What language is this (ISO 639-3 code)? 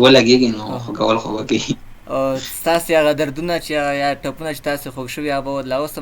pus